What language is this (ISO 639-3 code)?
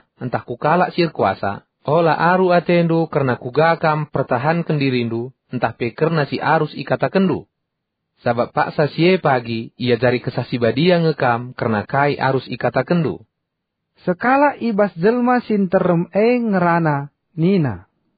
btx